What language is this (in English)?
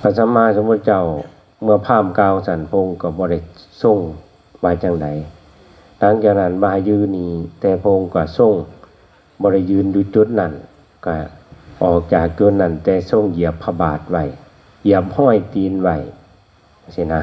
Northeastern Thai